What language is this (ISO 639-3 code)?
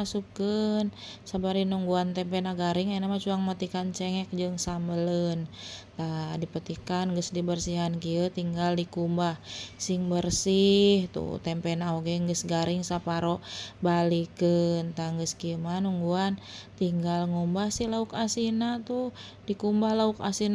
sun